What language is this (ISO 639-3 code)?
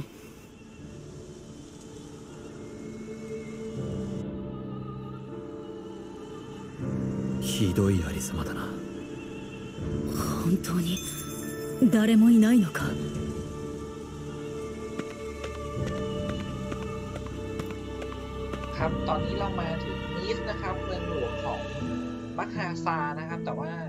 jpn